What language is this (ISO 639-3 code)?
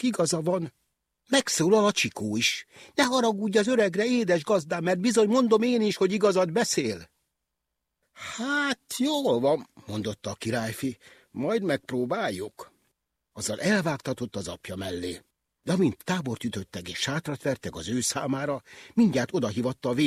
hun